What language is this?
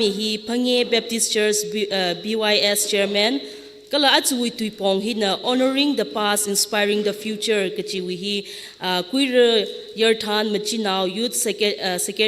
Tangkhul Naga (India)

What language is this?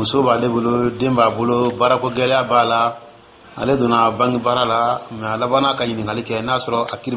Dyula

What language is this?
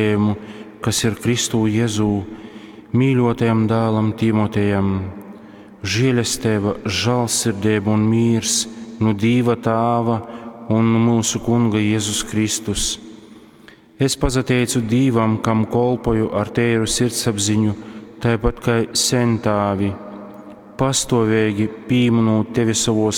Latgalian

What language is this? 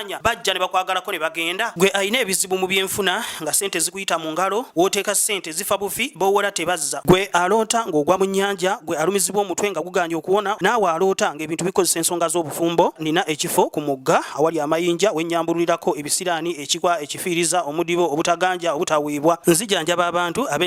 Ganda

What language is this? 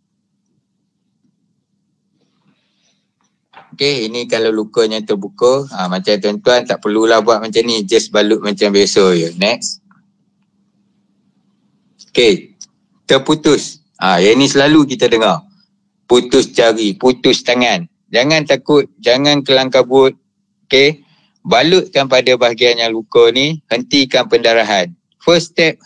Malay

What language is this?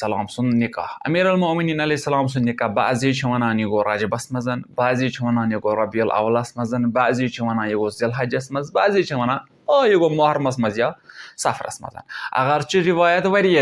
Kashmiri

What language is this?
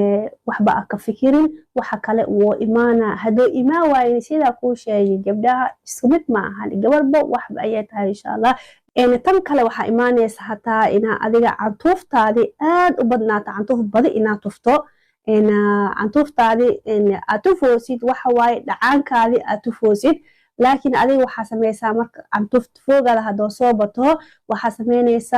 Somali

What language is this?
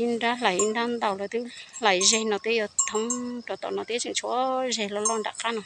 Hmong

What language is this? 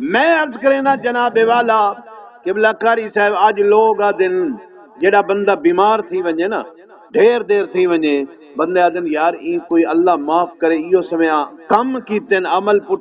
Saraiki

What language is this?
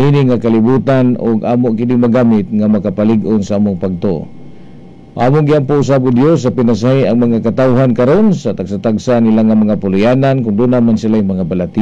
Cebuano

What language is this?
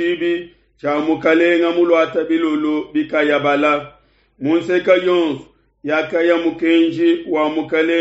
Luba-Lulua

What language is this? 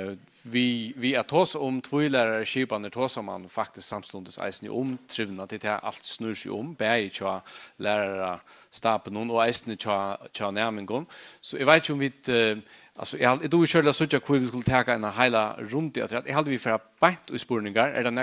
Faroese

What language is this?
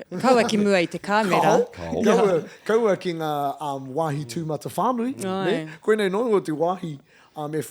Māori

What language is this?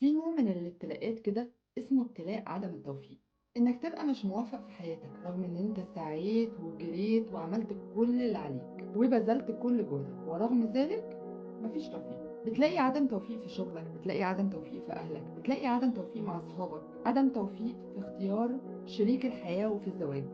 Egyptian Arabic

